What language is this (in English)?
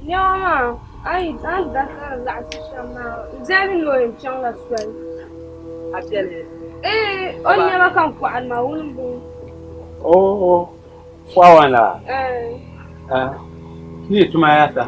Dagbani